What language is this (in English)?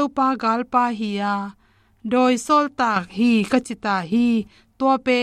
Tedim Chin